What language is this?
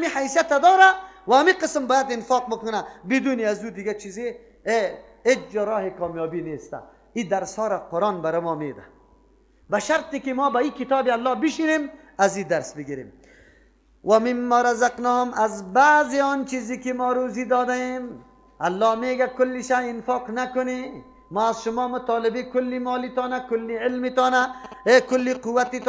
Persian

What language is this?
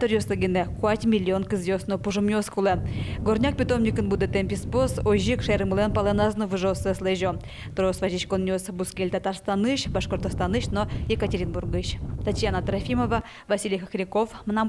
Udmurt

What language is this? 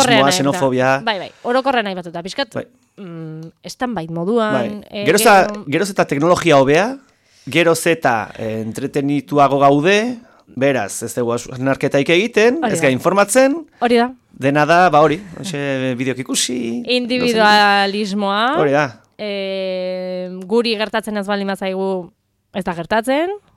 Basque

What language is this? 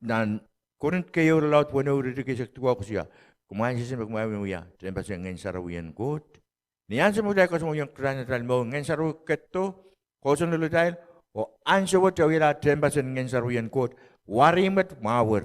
Pohnpeian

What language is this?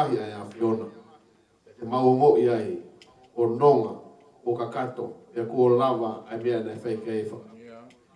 Tongan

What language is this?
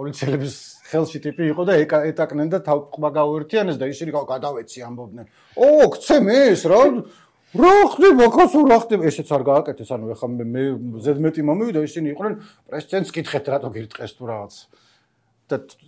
Georgian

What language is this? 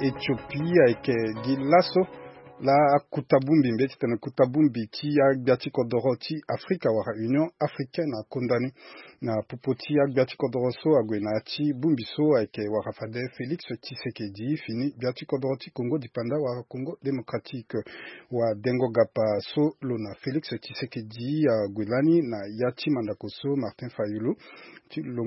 Sango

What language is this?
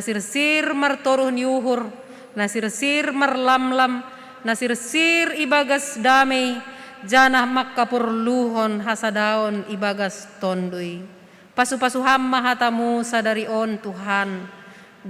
Batak Simalungun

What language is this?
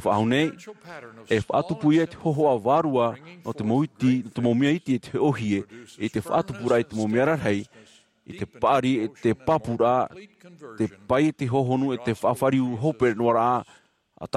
Tahitian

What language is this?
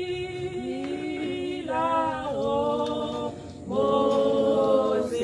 Tswana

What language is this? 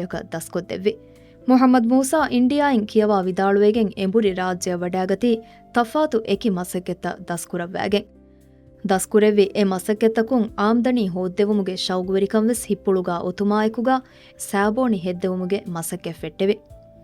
Divehi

